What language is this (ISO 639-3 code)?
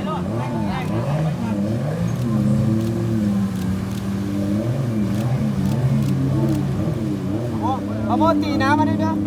lao